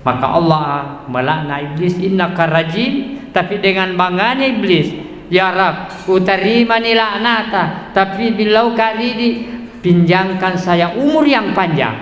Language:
Buginese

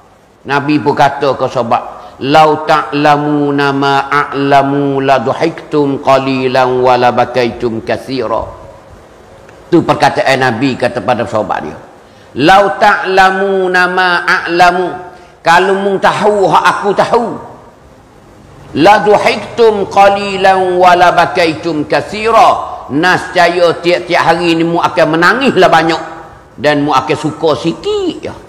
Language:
Malay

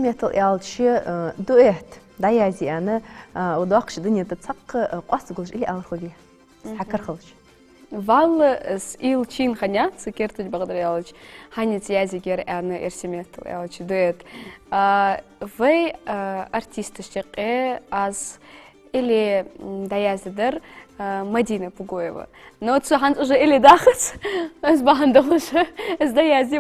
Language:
Ingush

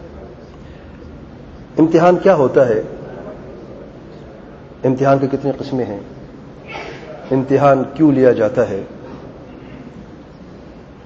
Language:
Urdu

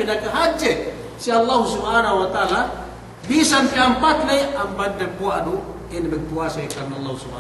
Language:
Yakan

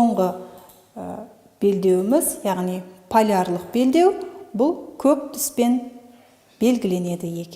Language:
Kazakh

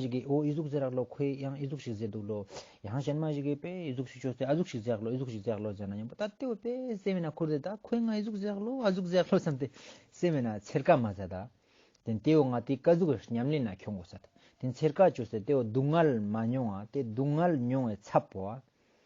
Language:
Ladakhi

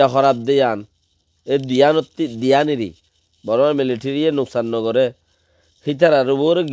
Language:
Rohingya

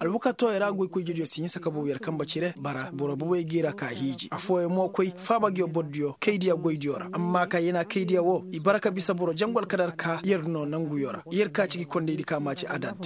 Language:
Koyraboro Senni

